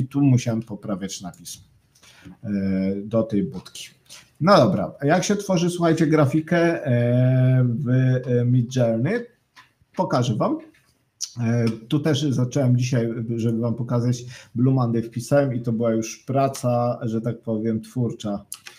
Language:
Polish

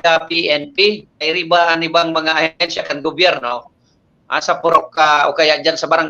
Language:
Bikol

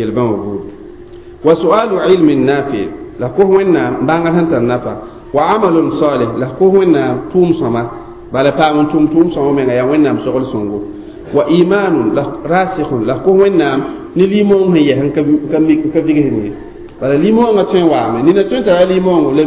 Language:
Mossi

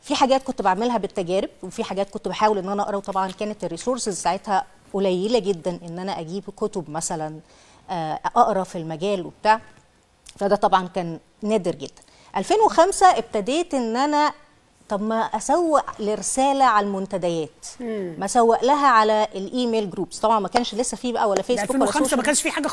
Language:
Egyptian Arabic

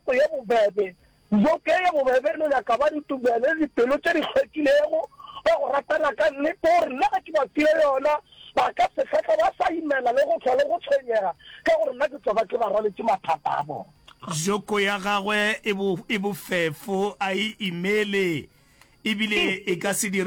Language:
Northern Sotho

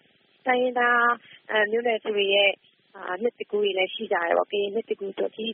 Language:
Burmese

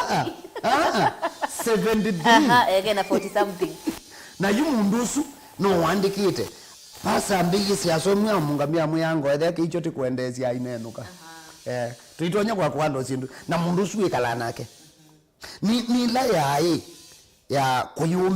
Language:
Kamba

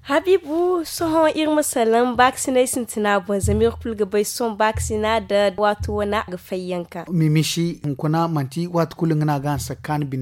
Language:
Zarma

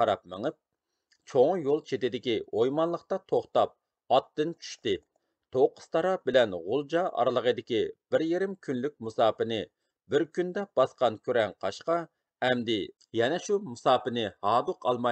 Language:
Uyghur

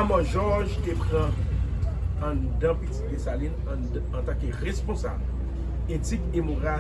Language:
Haitian Creole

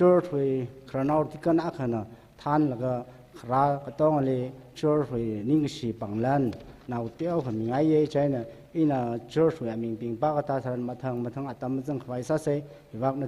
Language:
Tangkhul Naga (India)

